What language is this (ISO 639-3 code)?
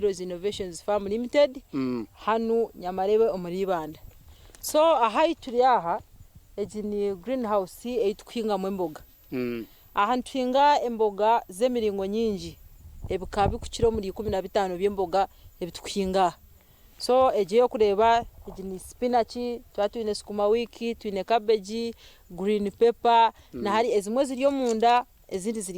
nyn